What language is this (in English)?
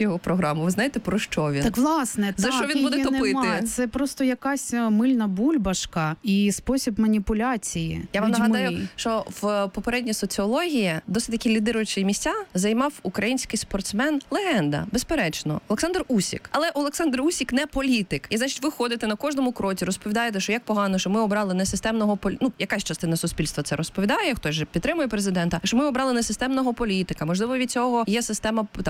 Ukrainian